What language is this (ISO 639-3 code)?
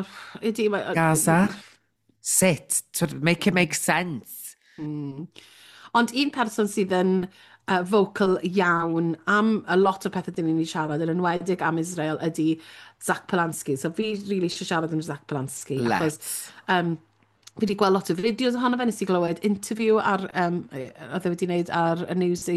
cym